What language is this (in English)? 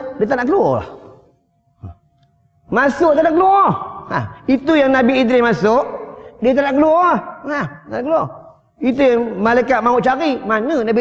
Malay